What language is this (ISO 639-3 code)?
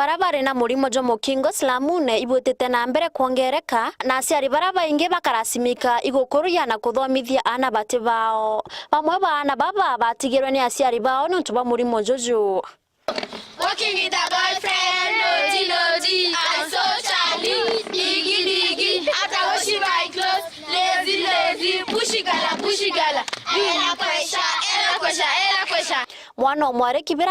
mer